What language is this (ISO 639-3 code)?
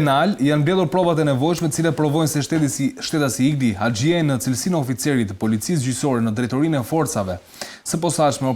sqi